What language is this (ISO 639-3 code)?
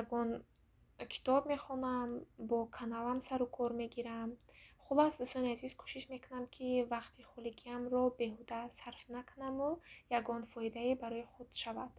tgk